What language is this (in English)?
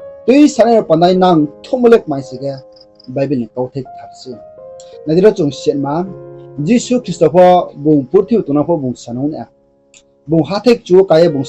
Riang (India)